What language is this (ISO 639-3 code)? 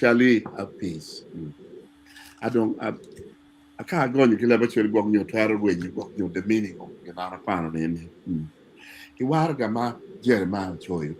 ach